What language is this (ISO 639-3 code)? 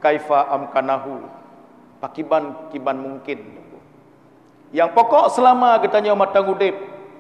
ace